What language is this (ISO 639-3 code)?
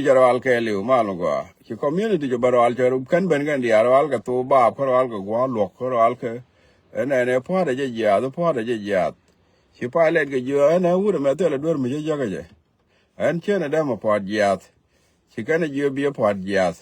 nus